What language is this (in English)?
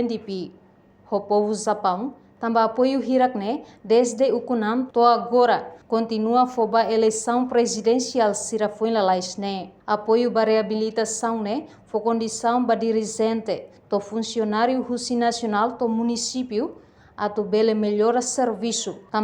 Tetum